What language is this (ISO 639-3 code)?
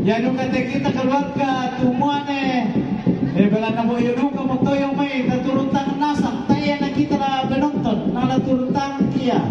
sda